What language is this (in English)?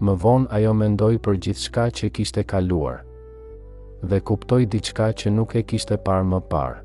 Albanian